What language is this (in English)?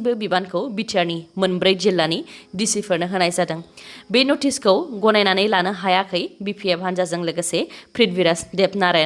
Bodo